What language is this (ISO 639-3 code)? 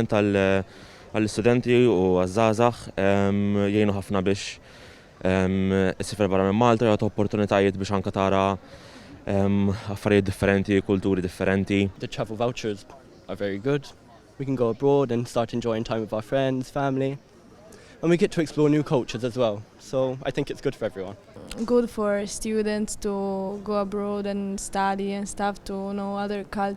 mlt